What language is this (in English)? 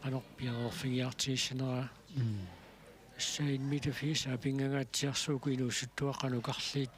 Kalaallisut